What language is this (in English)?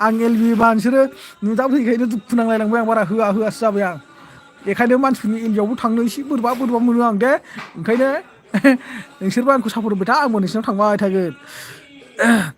Bodo